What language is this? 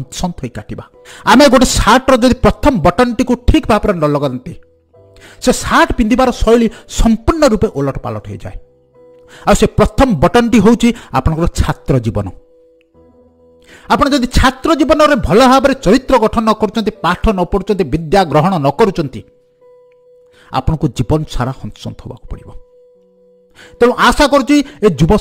Odia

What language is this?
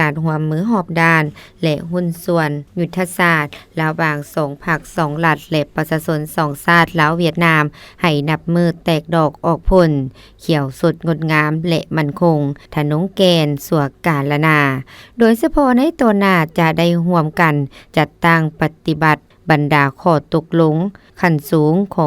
Lao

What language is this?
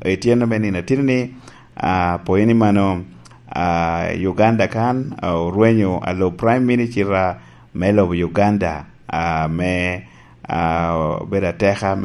Lango (Uganda)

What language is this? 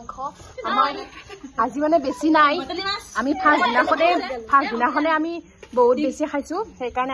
Assamese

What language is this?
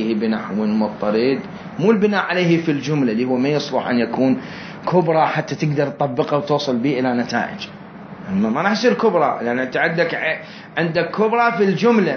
Mesopotamian Arabic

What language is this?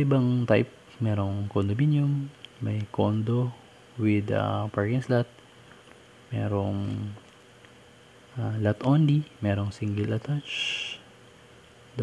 Filipino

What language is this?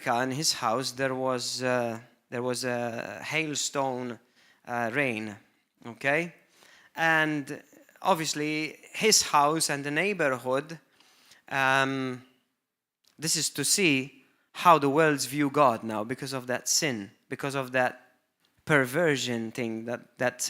English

